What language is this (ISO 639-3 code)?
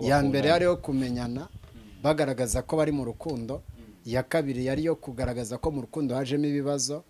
kin